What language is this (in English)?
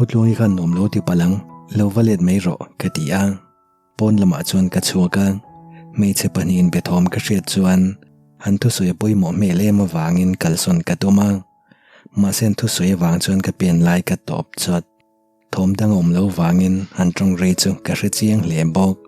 Mizo